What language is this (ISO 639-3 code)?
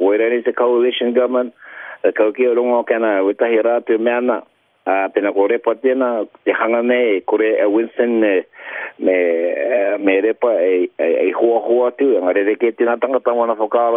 mri